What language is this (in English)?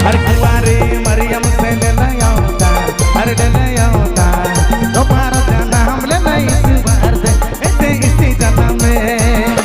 Sadri